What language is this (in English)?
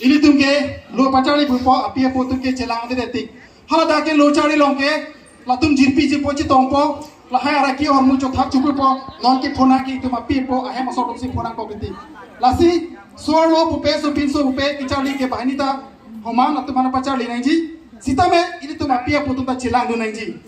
Karbi